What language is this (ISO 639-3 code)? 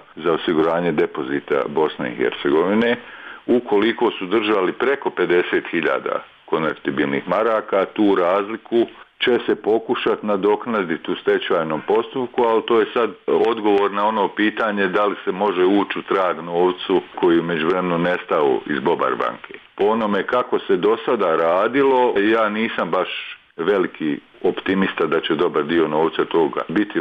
bos